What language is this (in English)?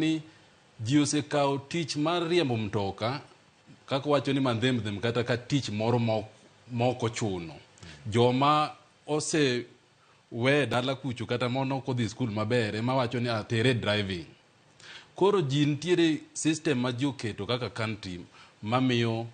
Luo (Kenya and Tanzania)